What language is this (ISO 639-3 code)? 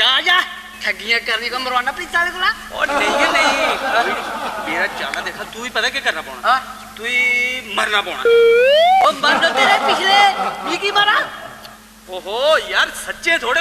doi